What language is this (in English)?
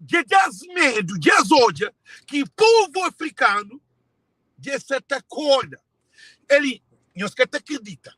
Kabuverdianu